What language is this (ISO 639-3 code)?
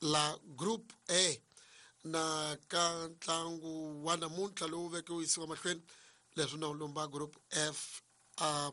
tso